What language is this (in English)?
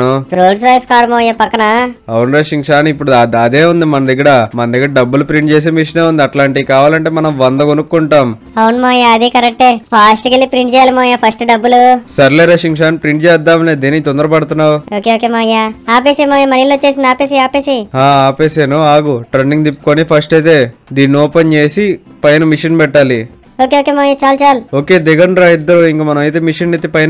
Telugu